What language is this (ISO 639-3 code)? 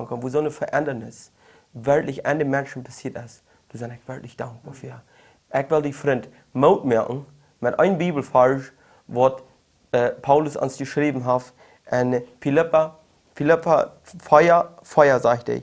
pdt